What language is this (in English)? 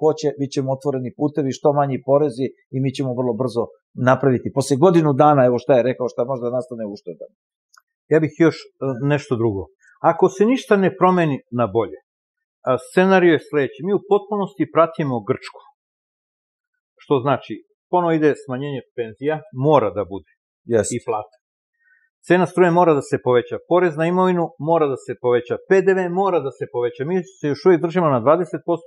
Serbian